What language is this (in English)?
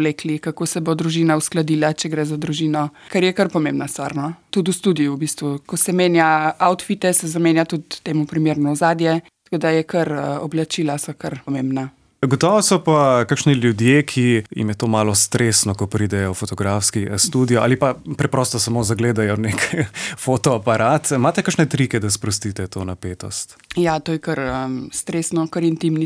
Slovenian